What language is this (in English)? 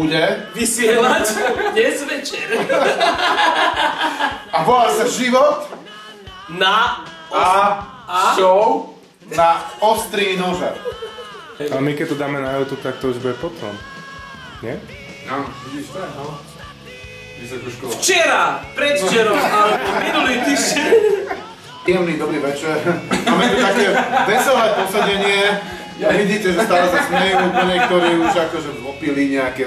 Slovak